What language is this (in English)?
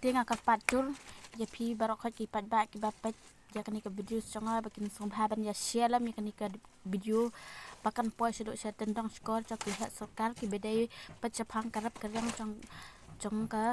Khasi